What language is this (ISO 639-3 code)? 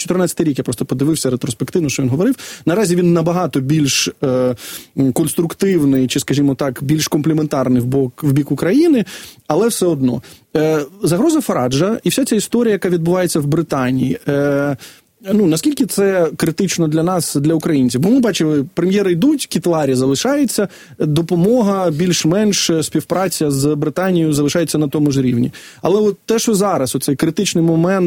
ukr